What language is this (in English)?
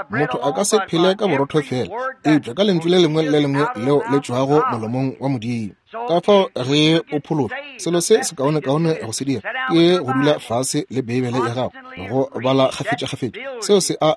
Northern Sotho